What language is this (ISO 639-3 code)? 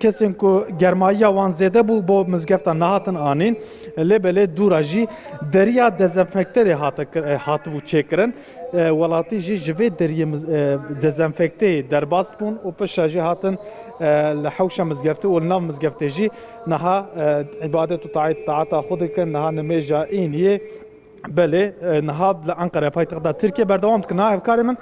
kur